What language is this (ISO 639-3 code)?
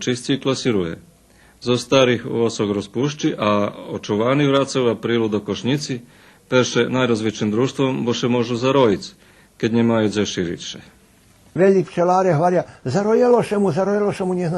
rue